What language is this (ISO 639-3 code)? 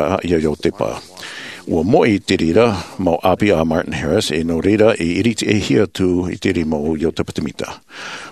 tah